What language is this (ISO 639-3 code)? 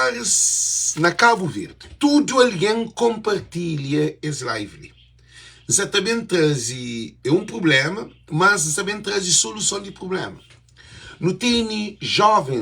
kea